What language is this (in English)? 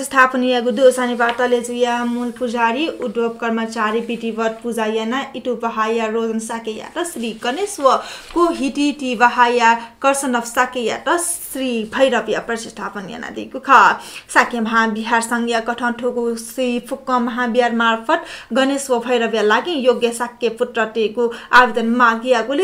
Newari